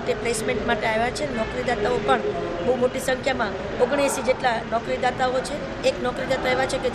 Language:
Gujarati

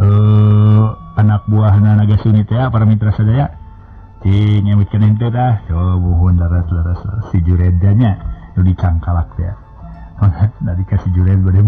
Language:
Sundanese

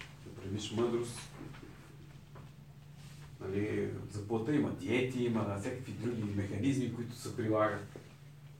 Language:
Bulgarian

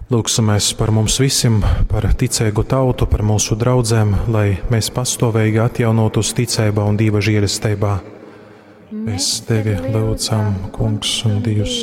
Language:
Latgalian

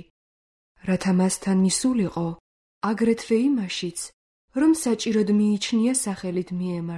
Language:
Georgian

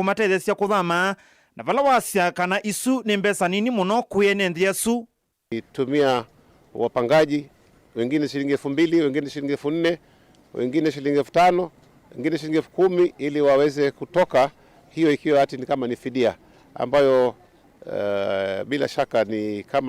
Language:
Kamba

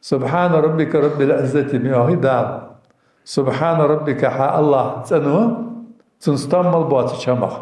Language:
Ingush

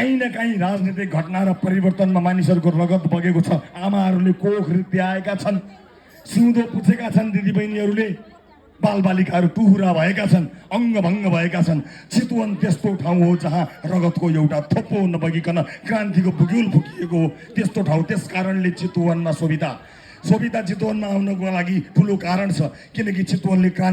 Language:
Nepali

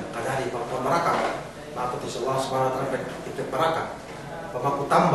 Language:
Yakan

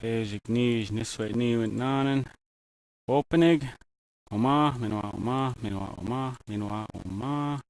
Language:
Ojibwa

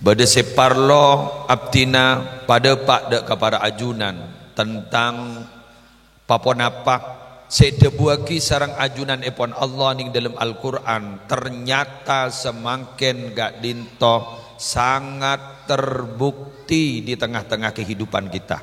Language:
Madurese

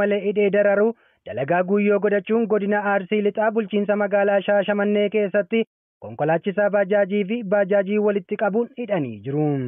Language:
Oromo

